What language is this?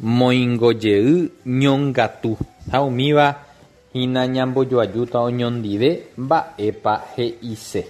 Guarani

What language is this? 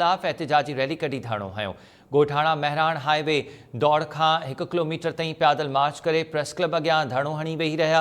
Sindhi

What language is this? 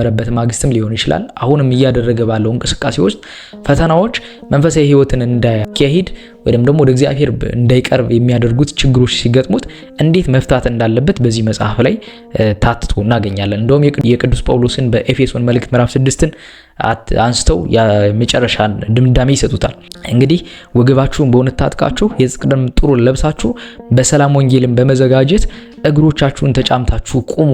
Amharic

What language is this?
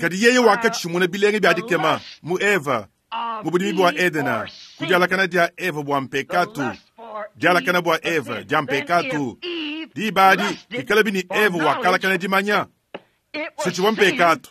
Luba-Lulua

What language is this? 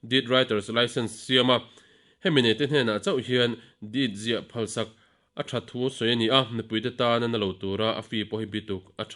Mizo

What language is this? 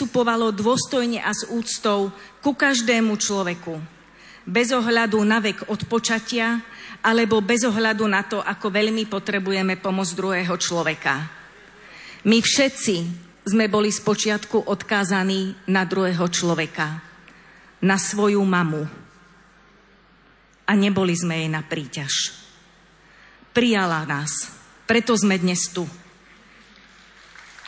Slovak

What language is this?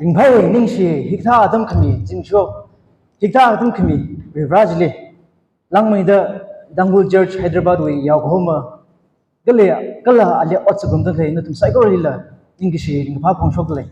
Tangkhul Naga (India)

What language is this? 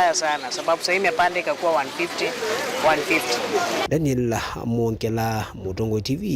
Kamba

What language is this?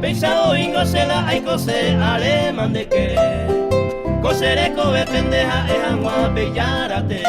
Guarani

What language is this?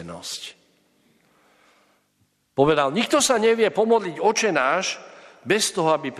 Slovak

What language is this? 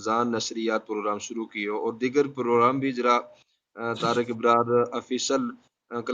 Gujari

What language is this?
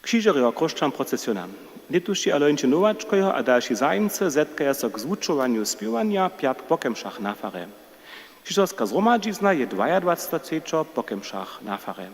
Upper Sorbian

